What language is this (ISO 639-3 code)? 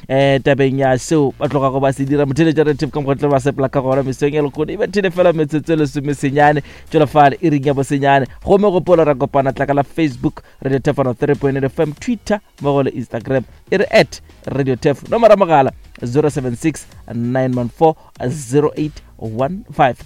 nso